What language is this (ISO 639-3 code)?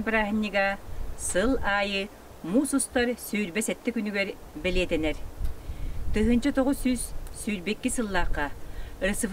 sah